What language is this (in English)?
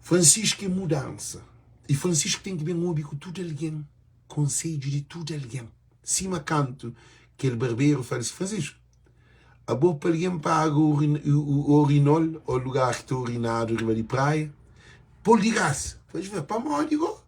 Kabuverdianu